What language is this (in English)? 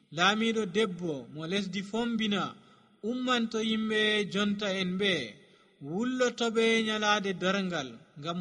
Nigerian Fulfulde